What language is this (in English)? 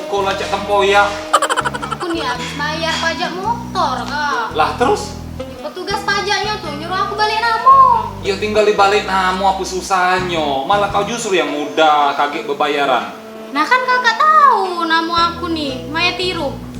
Musi